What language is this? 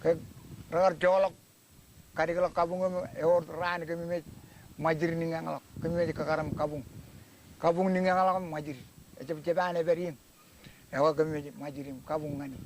Marshallese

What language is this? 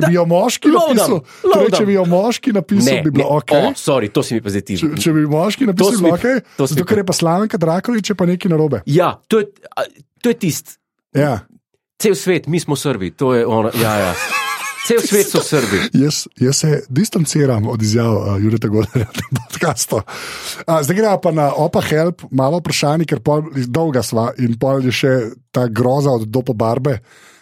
Slovenian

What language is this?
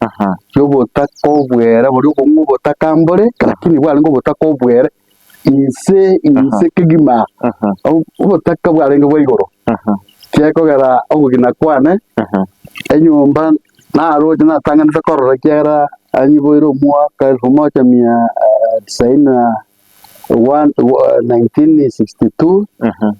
Gusii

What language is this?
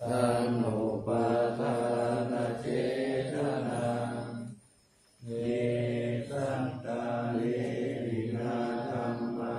Pali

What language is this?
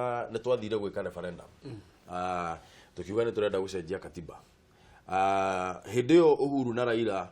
Kikuyu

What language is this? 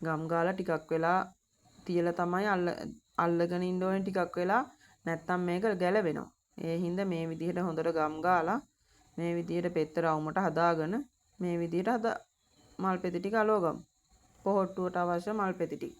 Sinhala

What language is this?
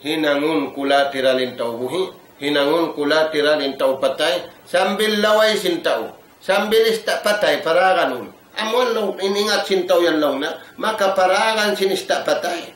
Tausug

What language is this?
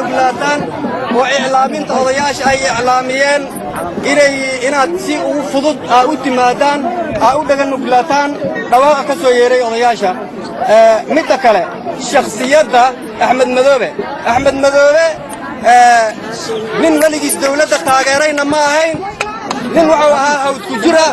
Somali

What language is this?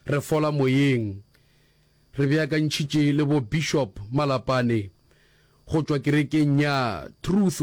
Northern Sotho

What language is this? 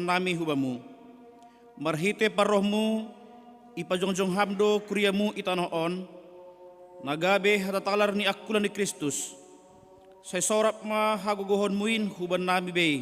Batak Simalungun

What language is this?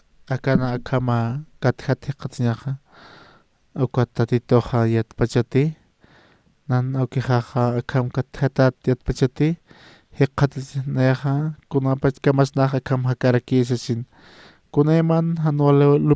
Aymara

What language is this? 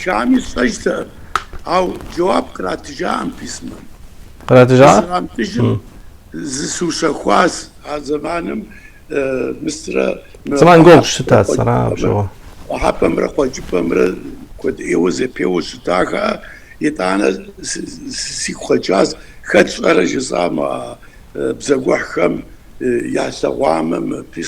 Kabardian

